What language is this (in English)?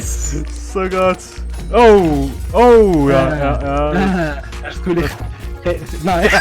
Swiss German